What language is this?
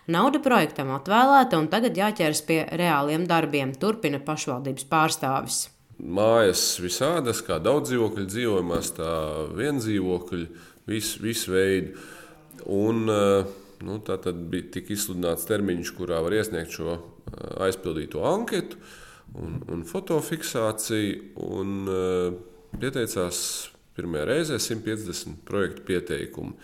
Latvian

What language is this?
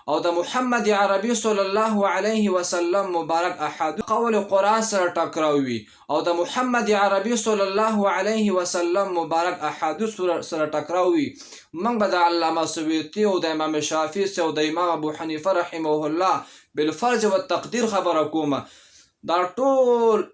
Pashto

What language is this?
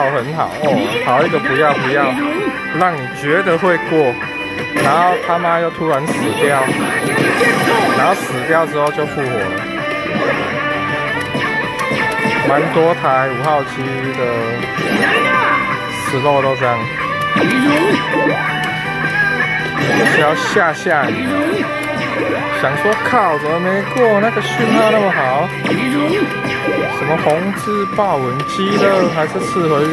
Chinese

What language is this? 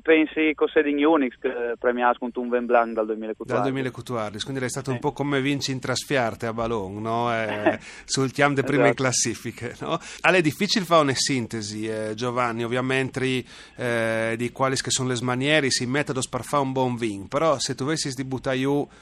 Friulian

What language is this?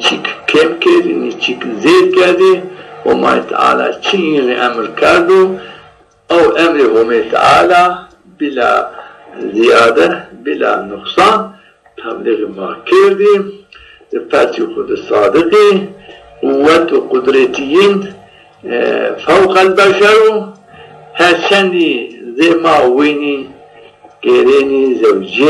Zaza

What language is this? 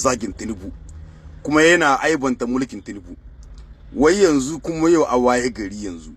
Hausa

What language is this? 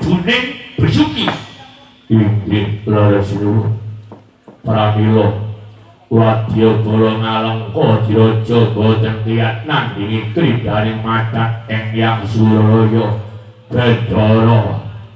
Javanese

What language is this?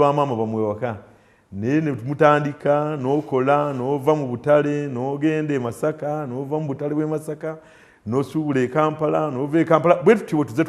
Ganda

